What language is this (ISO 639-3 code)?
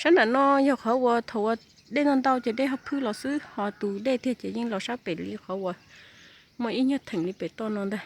hmn